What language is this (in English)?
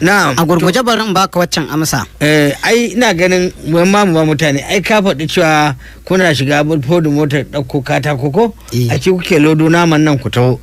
Hausa